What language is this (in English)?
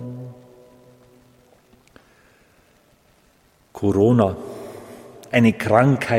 German